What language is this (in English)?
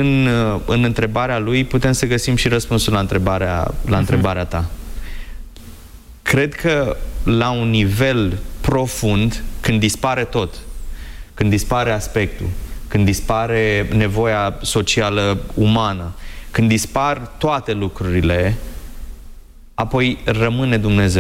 Romanian